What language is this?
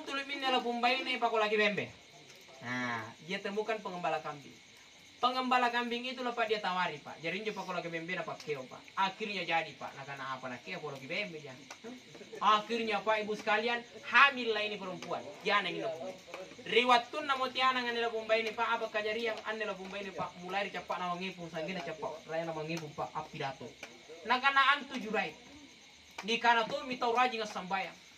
Makasar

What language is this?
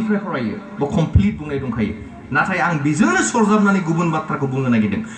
Bodo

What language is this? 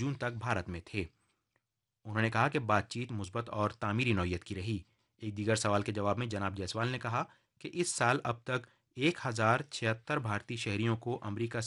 Urdu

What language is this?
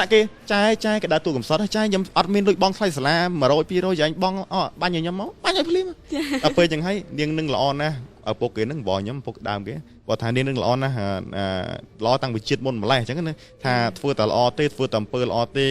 Khmer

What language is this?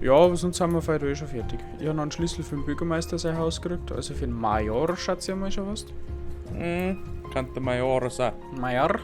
Bavarian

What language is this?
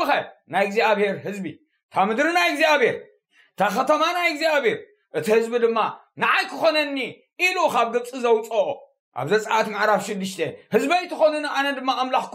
Tigrinya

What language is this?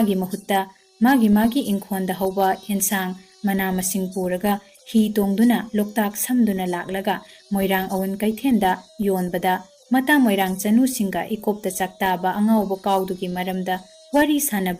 Manipuri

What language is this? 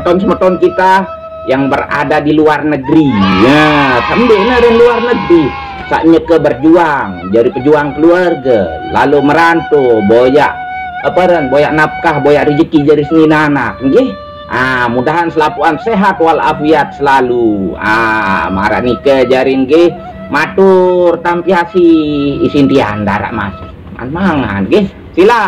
Sasak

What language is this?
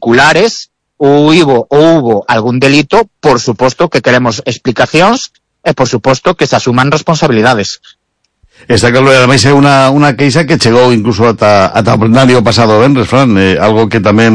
Galician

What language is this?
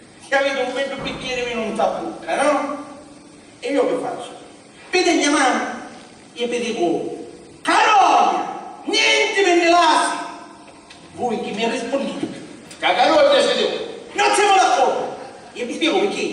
Sicilian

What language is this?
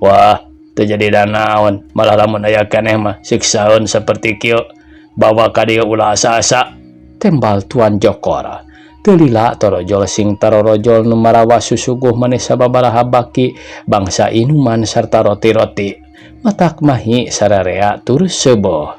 Sundanese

